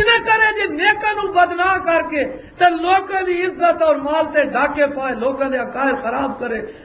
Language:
Western Panjabi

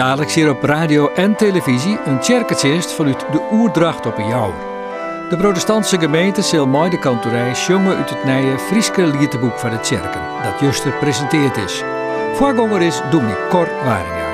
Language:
Western Frisian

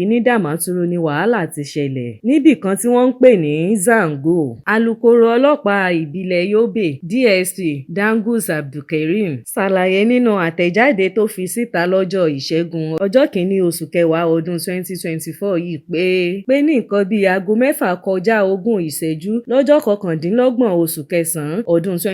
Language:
Yoruba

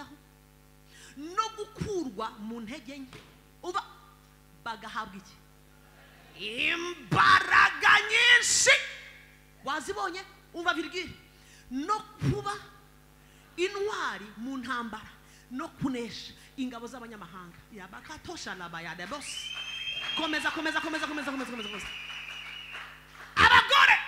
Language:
Kinyarwanda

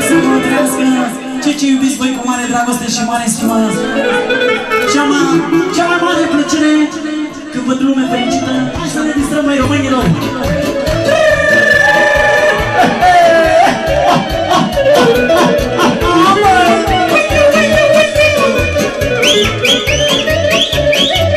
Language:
Romanian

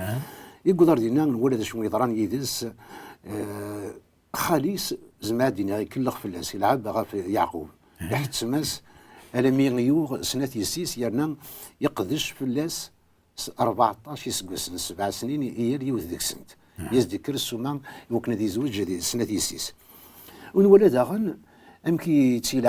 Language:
Kabyle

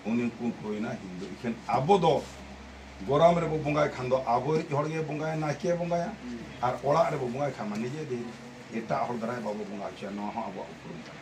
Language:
Santali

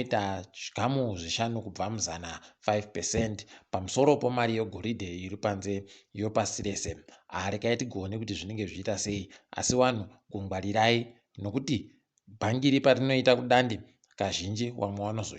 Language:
Ndau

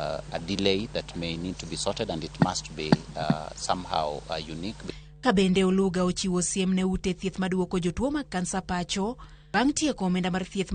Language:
Luo (Kenya and Tanzania)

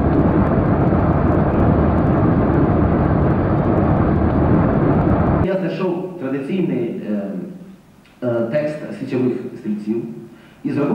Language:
Ukrainian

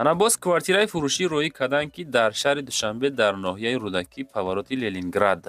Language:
Tajik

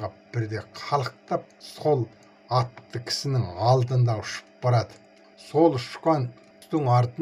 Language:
Kazakh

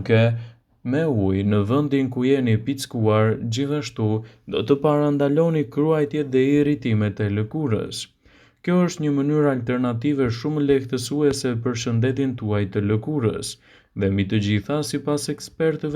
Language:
Albanian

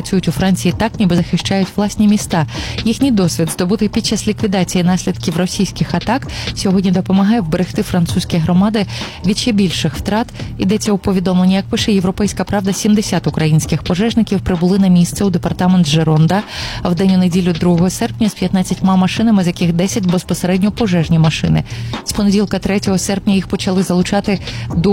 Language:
Ukrainian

